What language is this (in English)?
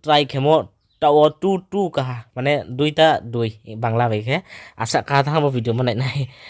Riang (India)